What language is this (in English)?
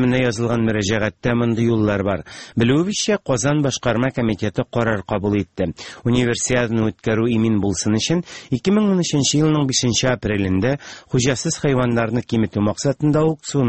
Tatar